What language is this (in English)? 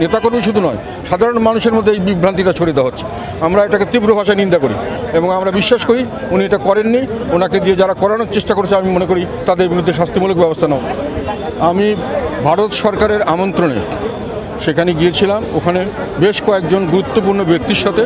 Bangla